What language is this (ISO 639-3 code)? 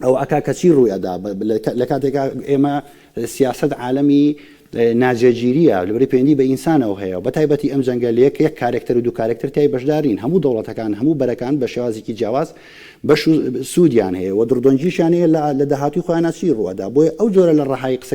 ckb